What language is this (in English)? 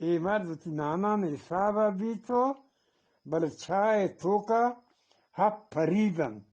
Eastern Balochi